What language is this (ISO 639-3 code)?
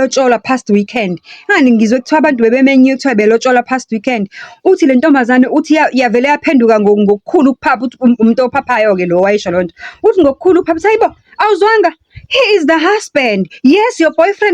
zul